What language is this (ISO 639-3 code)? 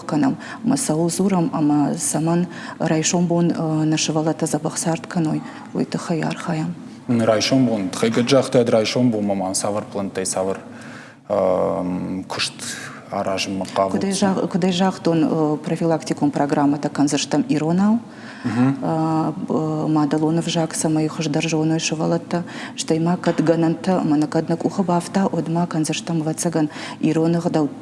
oss